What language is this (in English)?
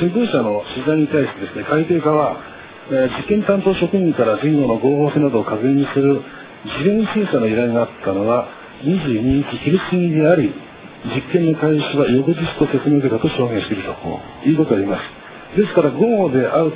Japanese